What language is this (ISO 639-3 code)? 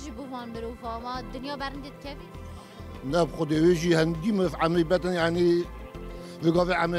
kur